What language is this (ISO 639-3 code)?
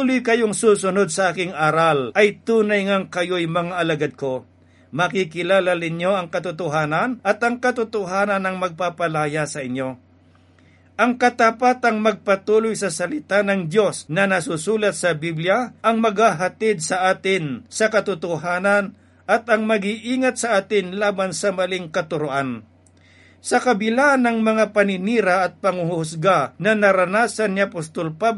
fil